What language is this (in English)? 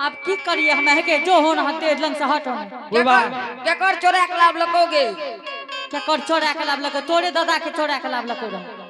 Angika